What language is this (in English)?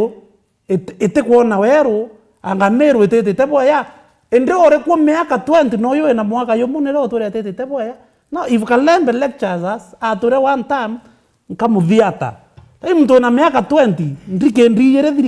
Meru